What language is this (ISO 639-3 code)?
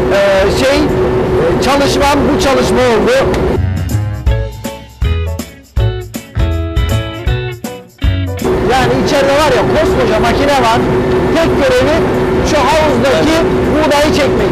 tur